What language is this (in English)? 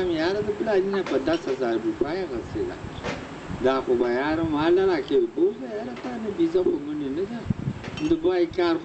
Pashto